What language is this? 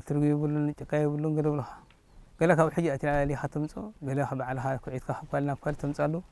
Tigrinya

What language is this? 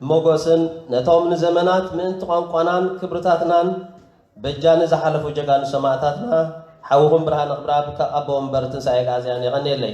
Tigrinya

